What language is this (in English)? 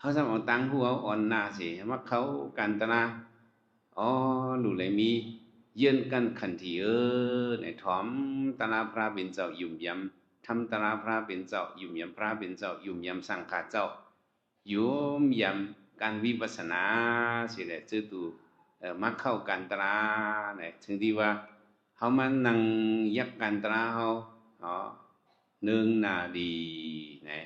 Shan